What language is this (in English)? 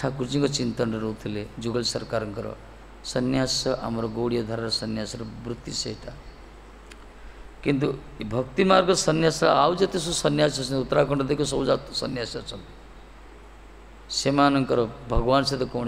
Odia